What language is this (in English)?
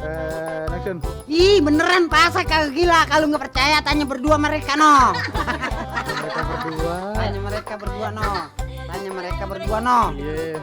Betawi